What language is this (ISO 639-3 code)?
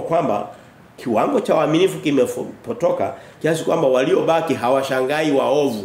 swa